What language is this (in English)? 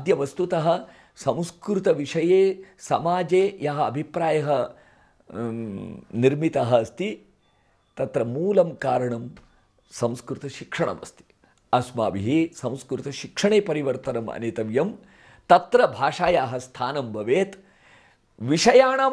Sanskrit